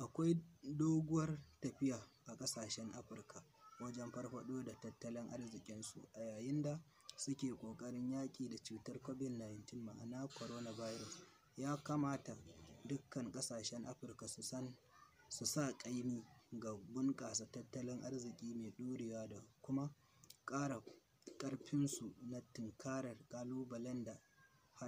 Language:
Hausa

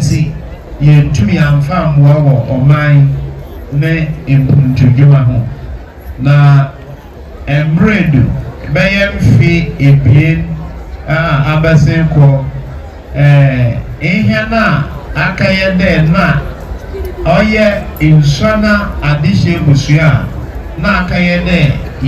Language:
Akan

